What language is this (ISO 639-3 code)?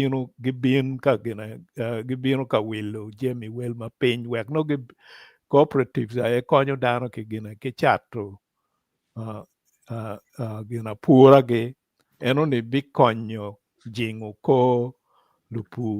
ach